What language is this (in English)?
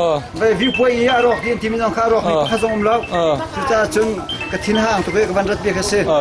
Hakha Chin